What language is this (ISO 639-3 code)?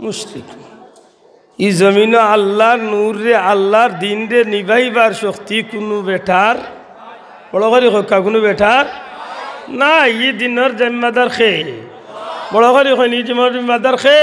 syl